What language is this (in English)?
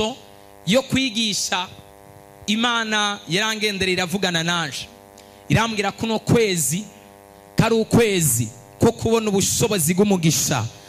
Rundi